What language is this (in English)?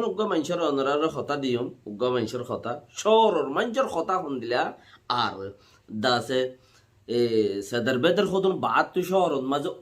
Rohingya